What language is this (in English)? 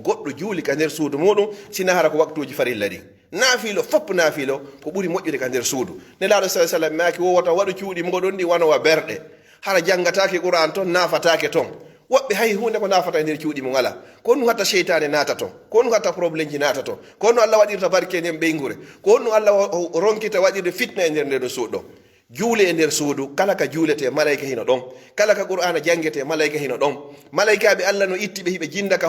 Pular